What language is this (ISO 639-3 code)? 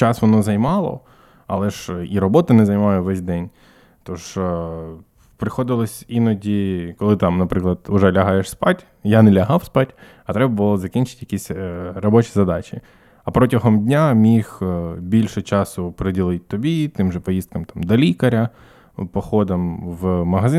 ukr